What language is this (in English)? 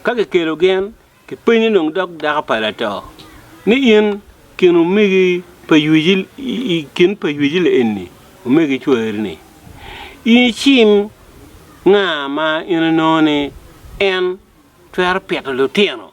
Acoli